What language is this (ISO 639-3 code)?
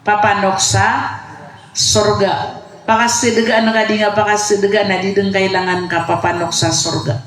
mrw